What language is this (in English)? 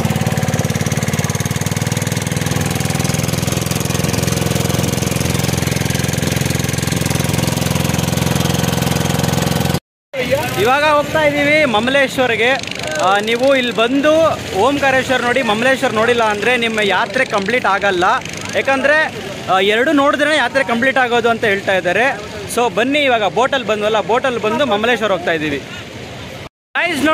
Kannada